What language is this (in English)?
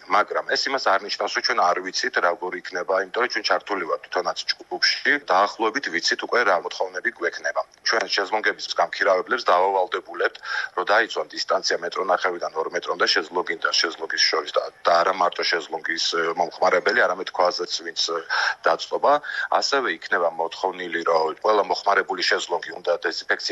Georgian